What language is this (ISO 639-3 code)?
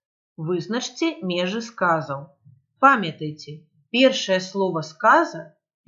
bel